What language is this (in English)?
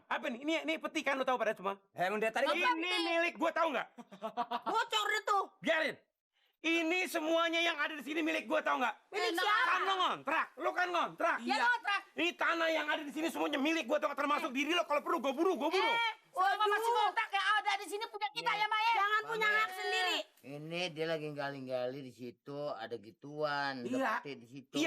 Betawi